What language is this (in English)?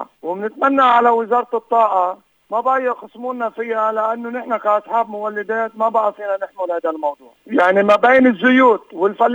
North Levantine Arabic